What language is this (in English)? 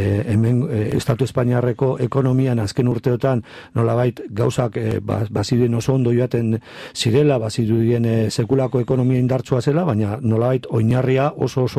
Basque